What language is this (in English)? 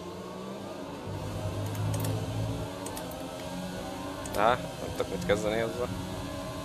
Hungarian